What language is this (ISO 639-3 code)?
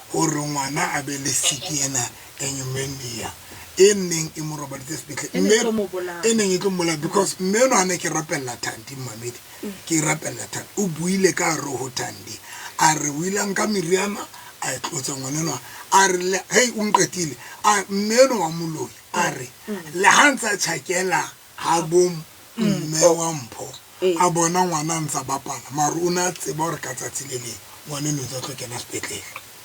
sot